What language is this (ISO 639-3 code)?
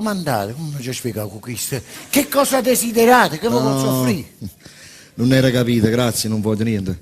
nap